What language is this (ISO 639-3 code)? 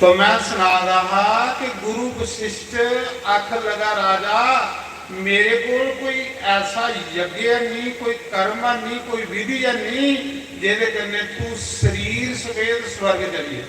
doi